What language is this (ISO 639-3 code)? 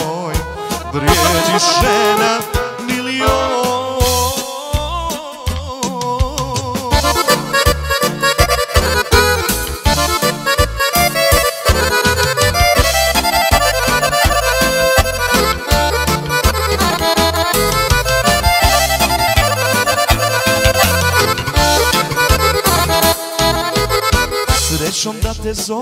bos